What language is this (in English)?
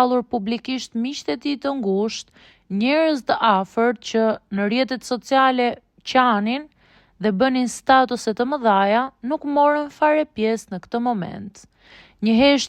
Albanian